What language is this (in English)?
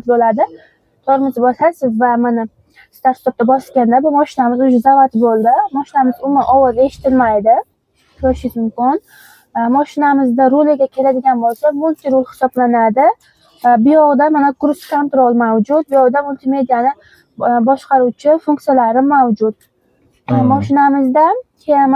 Uzbek